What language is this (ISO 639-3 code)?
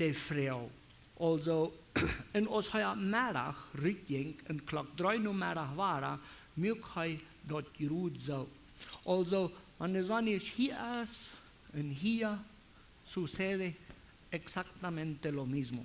pdt